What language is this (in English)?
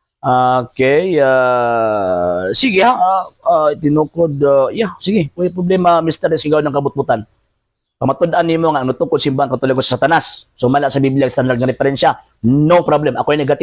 Cebuano